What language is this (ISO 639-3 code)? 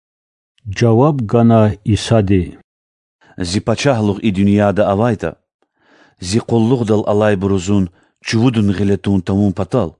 lez